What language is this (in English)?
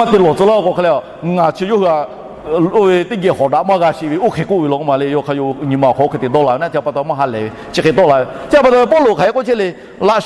Lahu